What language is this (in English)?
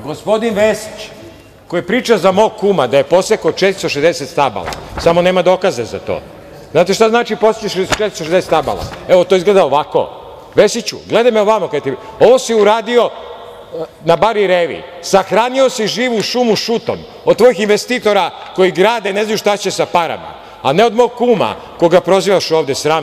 Serbian